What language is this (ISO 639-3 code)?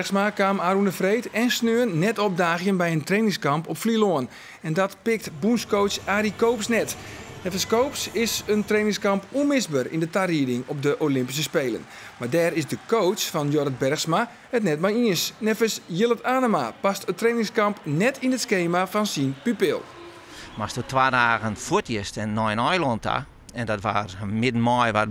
fry